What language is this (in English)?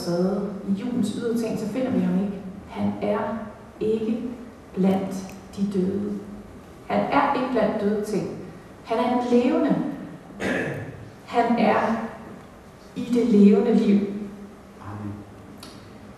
Danish